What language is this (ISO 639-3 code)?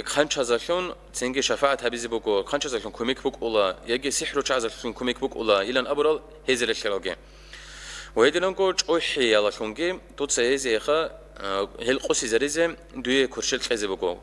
ava